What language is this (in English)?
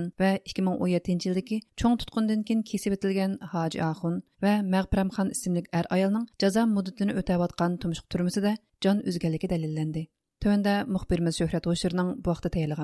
Uyghur